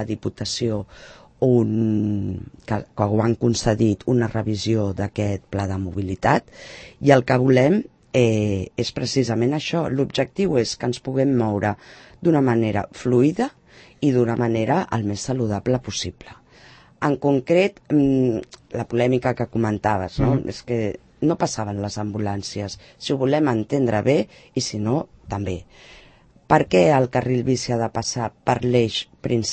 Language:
Catalan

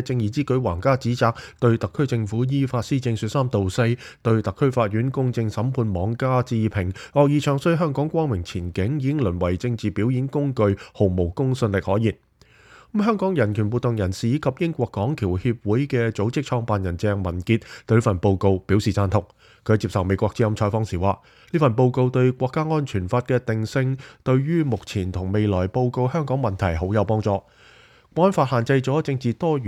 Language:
Cantonese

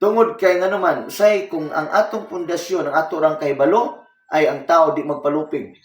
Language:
Cebuano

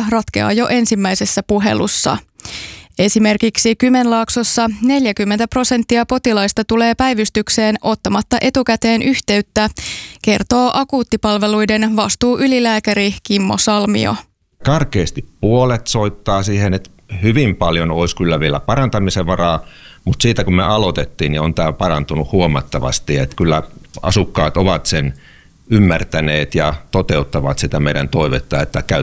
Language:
Finnish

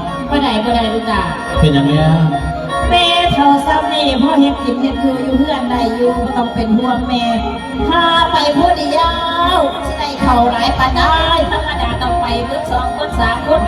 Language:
Lao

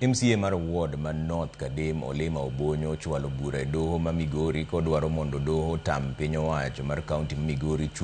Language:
Luo (Kenya and Tanzania)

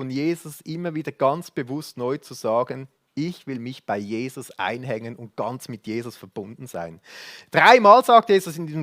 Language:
Swiss German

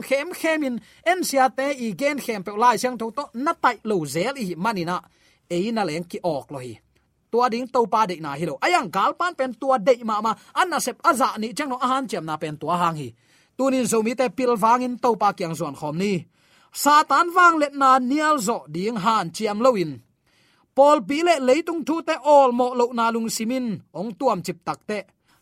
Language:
Tedim Chin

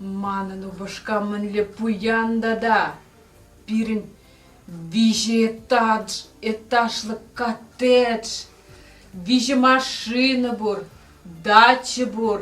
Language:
Chuvash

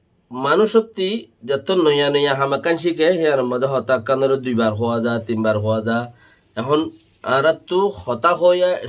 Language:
Rohingya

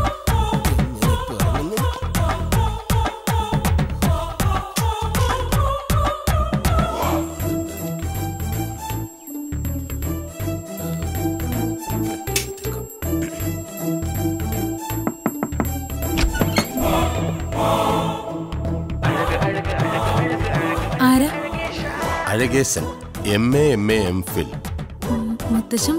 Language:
Malayalam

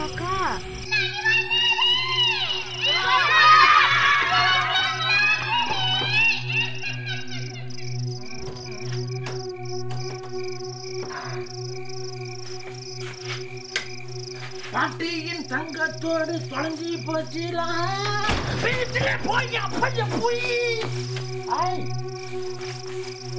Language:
Malay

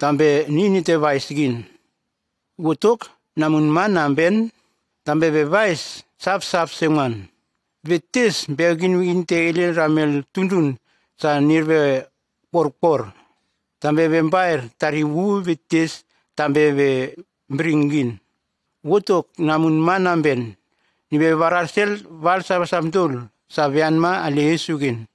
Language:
Nume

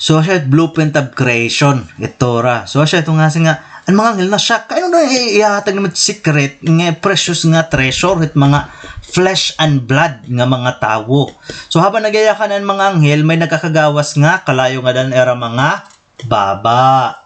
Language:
Waray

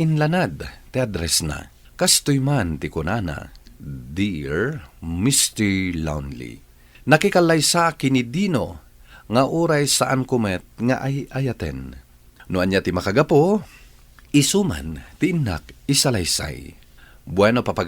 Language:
Iloko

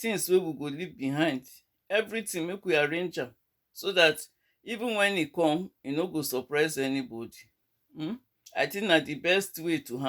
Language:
Nigerian Pidgin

